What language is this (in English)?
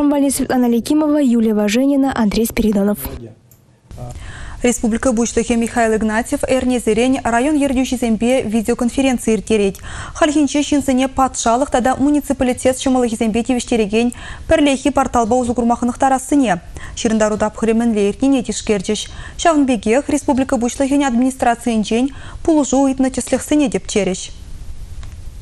Chuvash